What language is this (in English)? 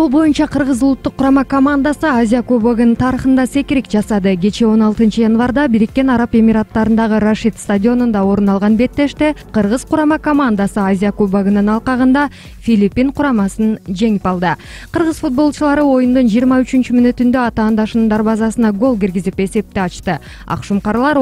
Kyrgyz